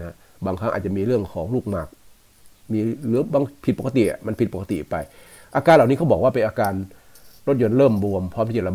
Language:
Thai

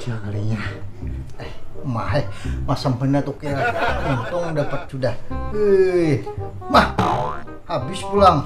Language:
Banjar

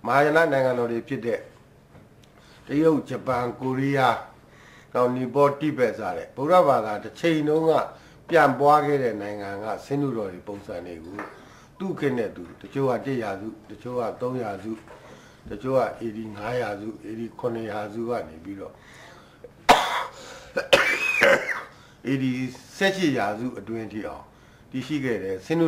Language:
Burmese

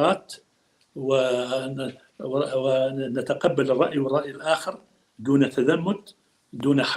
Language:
North Levantine Arabic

